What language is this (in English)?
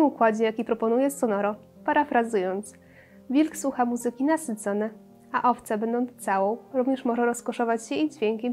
Polish